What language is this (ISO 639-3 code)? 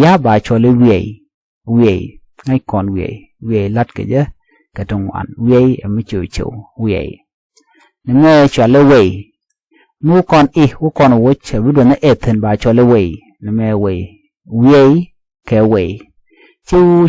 nus